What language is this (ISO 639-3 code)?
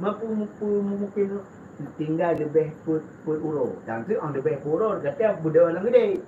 ace